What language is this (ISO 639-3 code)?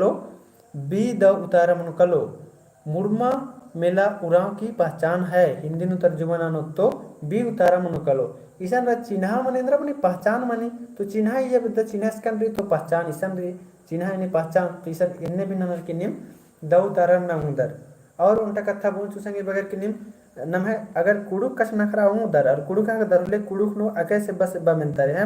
kru